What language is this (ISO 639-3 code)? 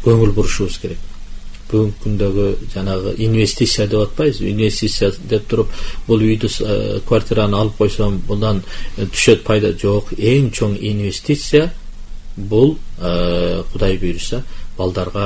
kir